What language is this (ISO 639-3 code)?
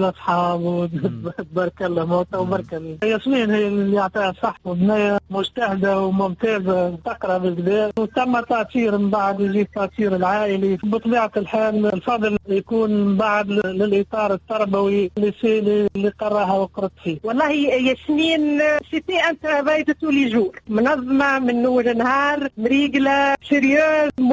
aeb